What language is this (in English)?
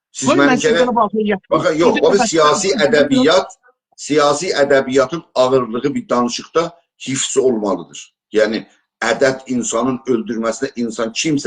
South Azerbaijani